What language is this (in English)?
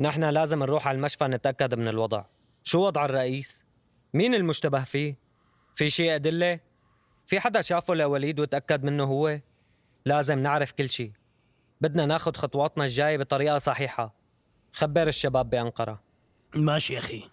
North Levantine Arabic